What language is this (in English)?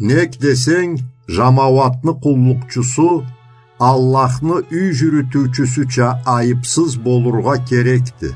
Karachay-Balkar